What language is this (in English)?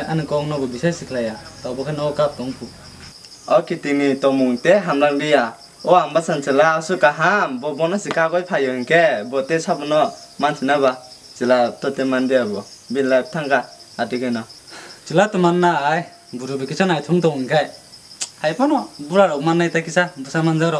Kok Borok